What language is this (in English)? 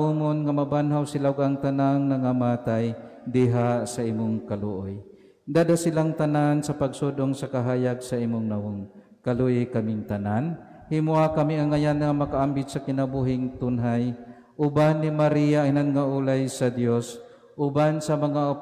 Cebuano